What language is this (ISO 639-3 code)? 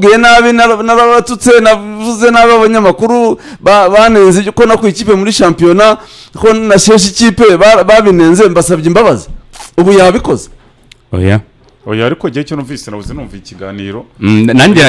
kin